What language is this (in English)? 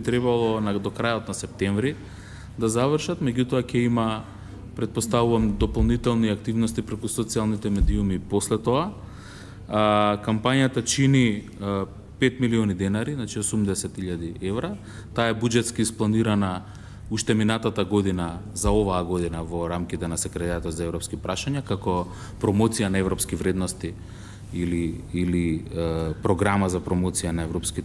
Macedonian